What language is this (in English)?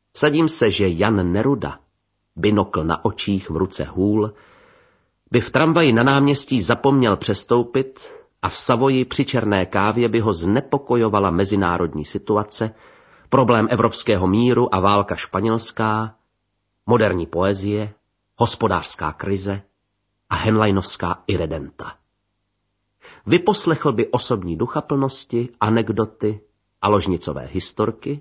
Czech